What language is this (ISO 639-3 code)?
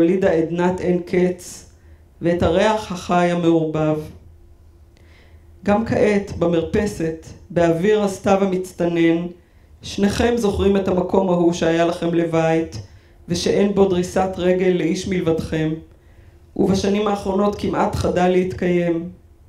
heb